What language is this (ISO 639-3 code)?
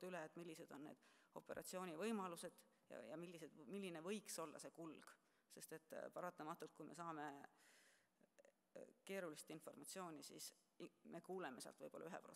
est